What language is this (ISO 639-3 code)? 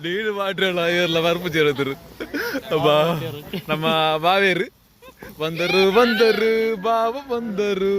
tcy